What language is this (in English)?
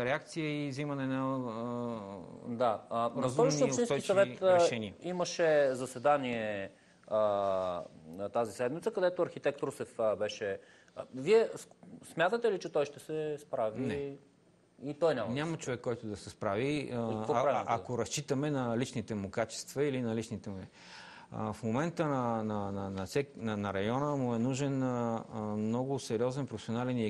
Bulgarian